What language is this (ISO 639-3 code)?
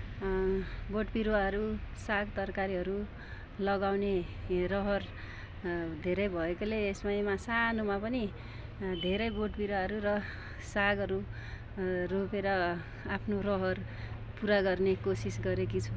nep